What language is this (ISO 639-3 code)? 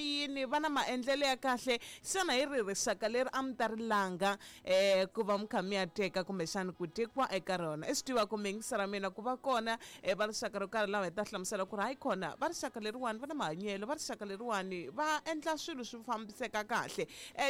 tso